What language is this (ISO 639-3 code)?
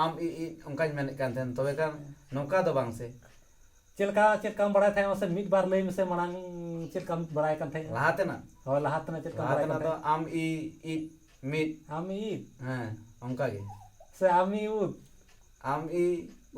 sat